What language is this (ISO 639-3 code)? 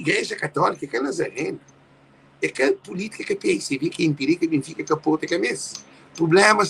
kea